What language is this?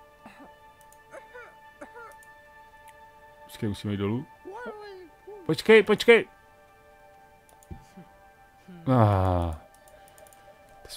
Czech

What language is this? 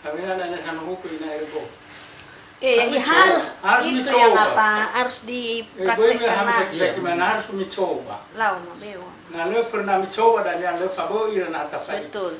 Nias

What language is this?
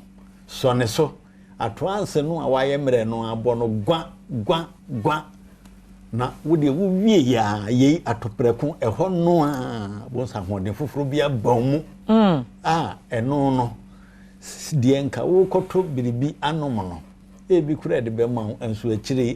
Akan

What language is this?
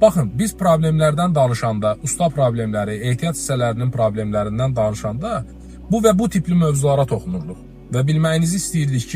Azerbaijani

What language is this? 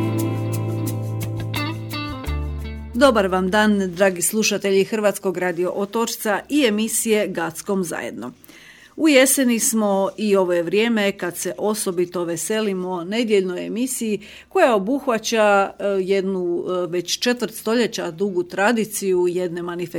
Croatian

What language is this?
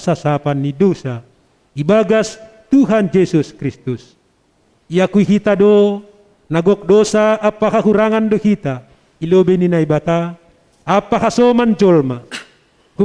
Batak Simalungun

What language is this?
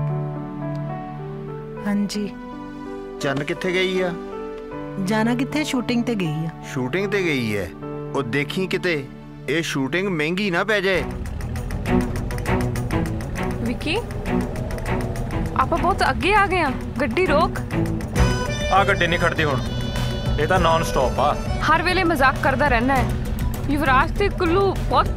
Punjabi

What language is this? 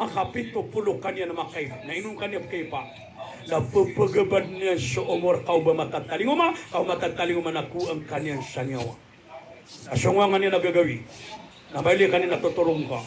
Maranao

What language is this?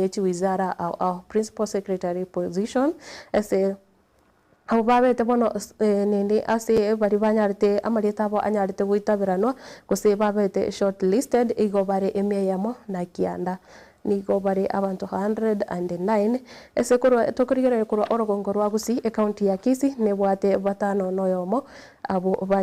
Gusii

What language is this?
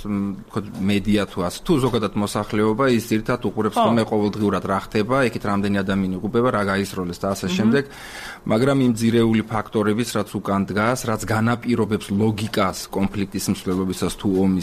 Georgian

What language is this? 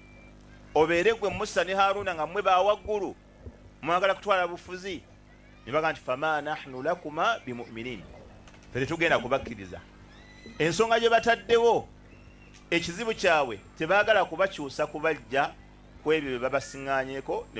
Ganda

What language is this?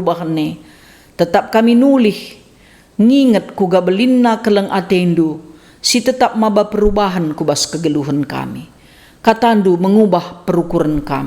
Batak Karo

